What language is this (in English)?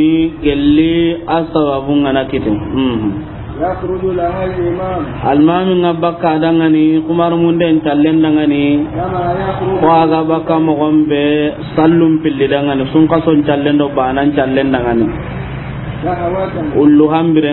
Soninke